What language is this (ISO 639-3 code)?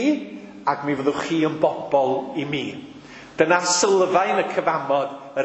cym